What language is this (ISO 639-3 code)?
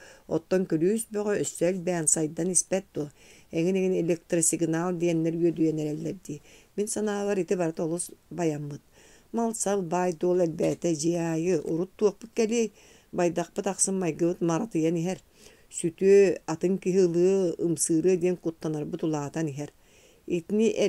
sah